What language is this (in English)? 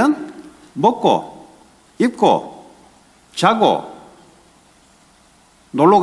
Korean